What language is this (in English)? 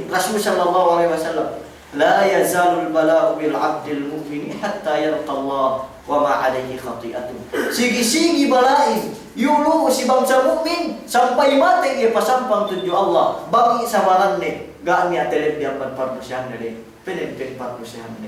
Yakan